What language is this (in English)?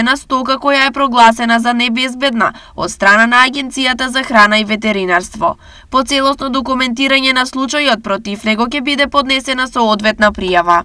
Macedonian